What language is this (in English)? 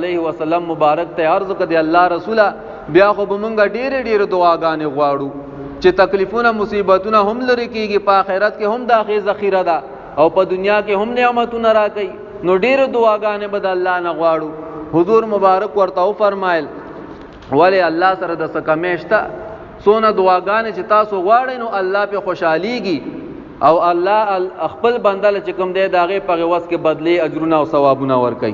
Pashto